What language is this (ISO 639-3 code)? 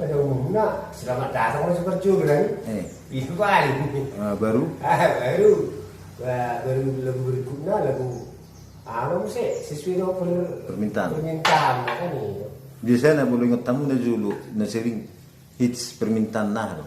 bbc